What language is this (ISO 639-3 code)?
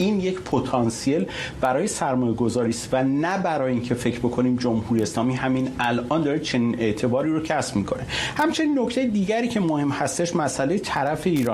fas